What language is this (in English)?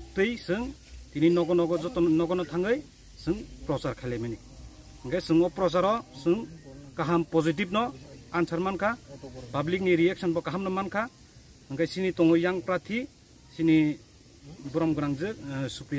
Kok Borok